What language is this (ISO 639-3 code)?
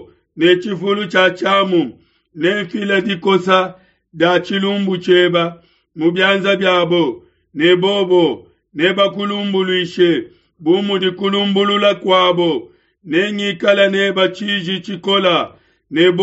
lua